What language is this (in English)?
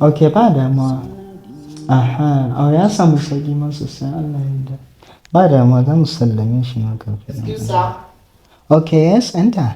Hausa